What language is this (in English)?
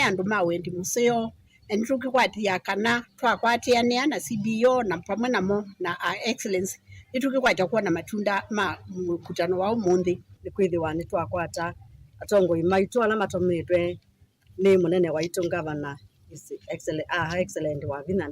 Kamba